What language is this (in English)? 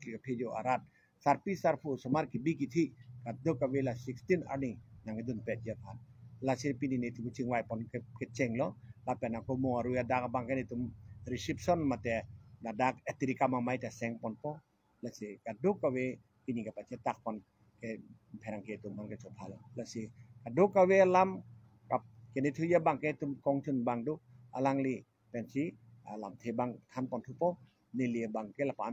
Karbi